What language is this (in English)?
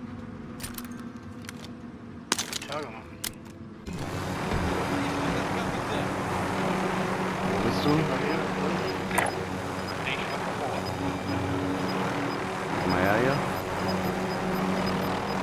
German